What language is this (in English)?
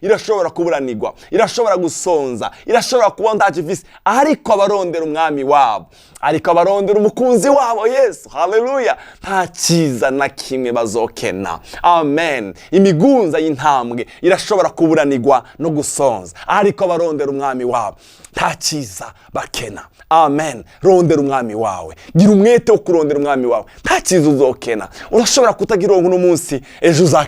Rundi